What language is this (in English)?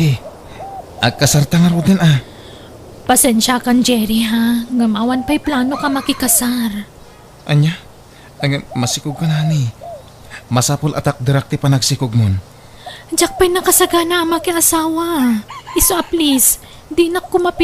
Iloko